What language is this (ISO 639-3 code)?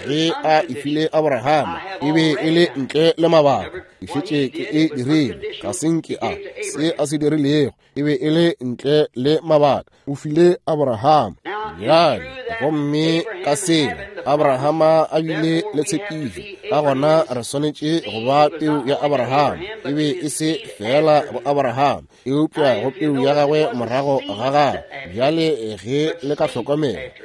nso